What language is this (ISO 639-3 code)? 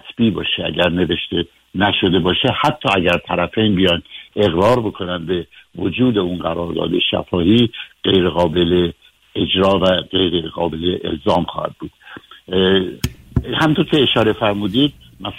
fas